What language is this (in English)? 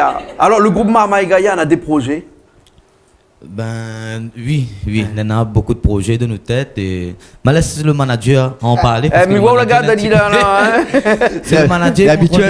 Réunion Creole French